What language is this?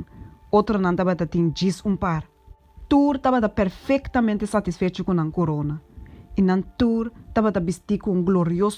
Papiamento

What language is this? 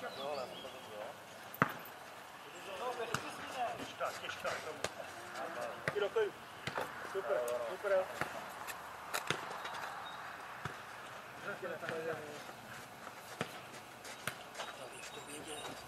Czech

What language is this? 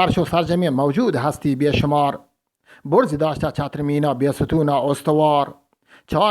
Eastern Balochi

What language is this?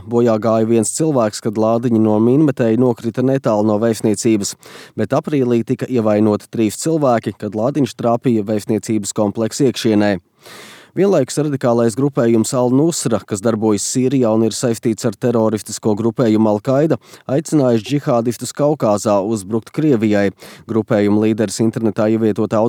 Latvian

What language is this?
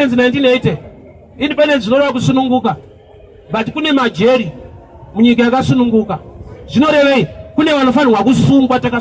Shona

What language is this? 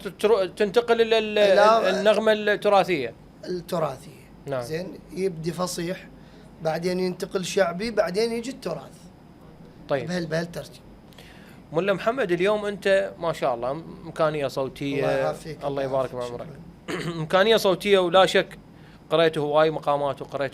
Mesopotamian Arabic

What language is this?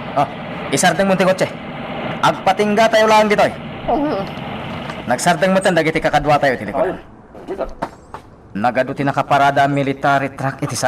Iloko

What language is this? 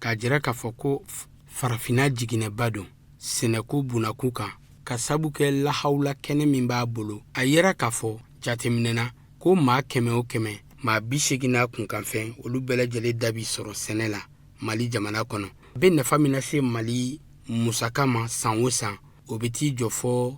Bambara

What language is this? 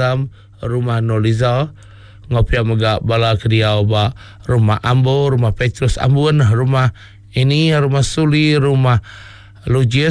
Iban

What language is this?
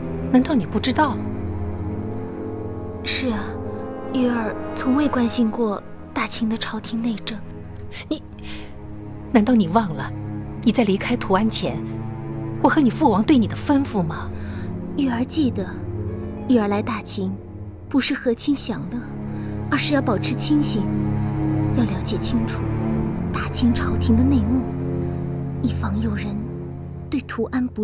Chinese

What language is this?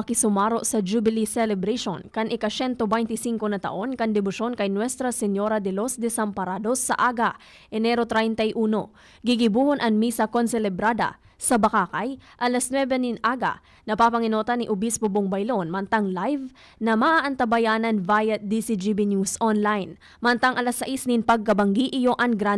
Bikol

